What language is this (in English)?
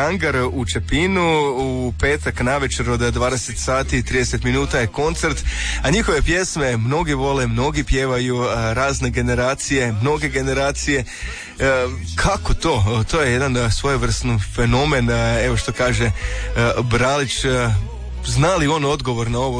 Croatian